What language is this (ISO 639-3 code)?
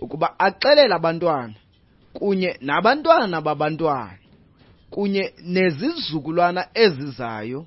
xho